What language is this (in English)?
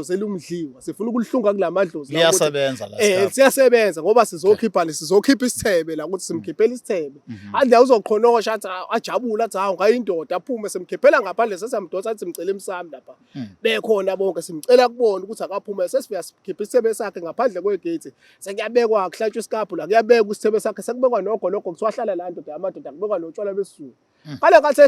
Zulu